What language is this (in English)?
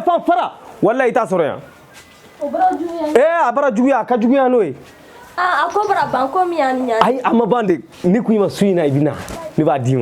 Bambara